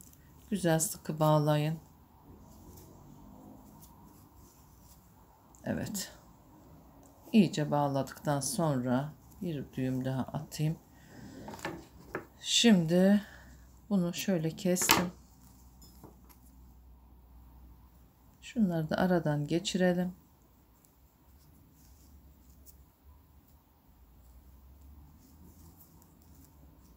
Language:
Turkish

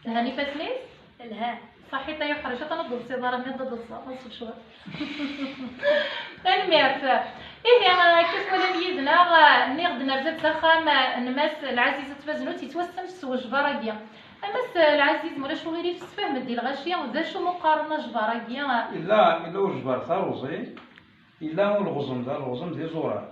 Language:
Kabyle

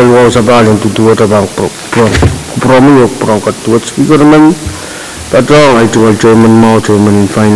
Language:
Pohnpeian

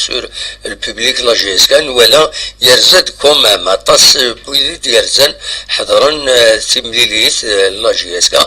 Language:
Kabyle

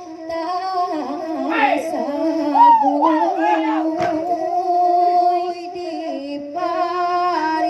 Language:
Minangkabau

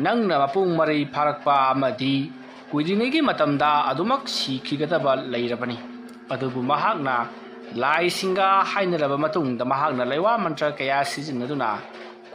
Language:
Manipuri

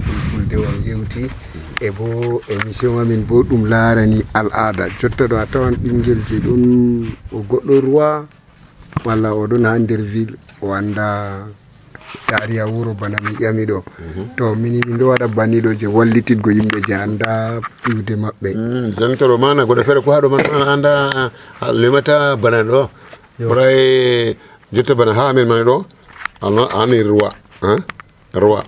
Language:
Nigerian Fulfulde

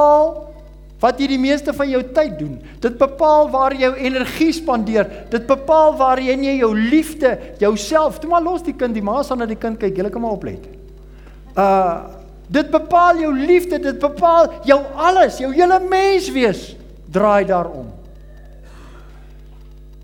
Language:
Afrikaans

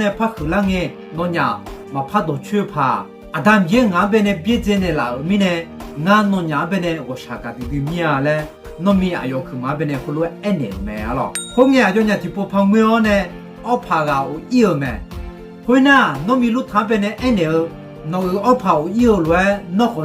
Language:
Akha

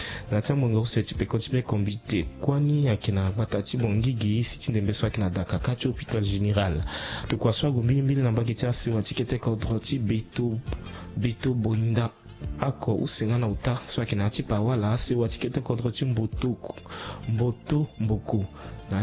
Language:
Sango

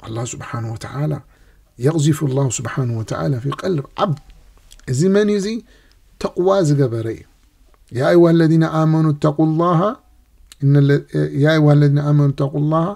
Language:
Tigrinya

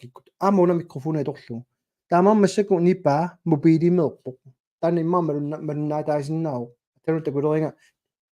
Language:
Kalaallisut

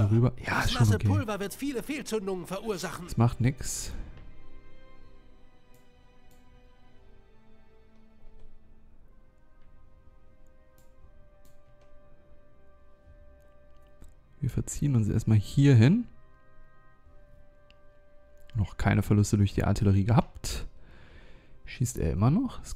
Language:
German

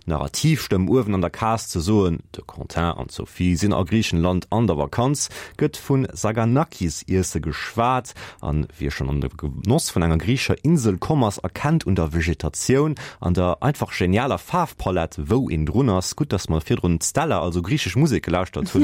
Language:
Luxembourgish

